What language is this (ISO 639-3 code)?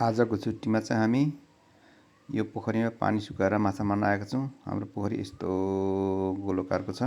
nep